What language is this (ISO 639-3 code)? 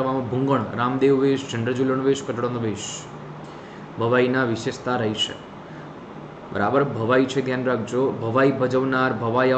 guj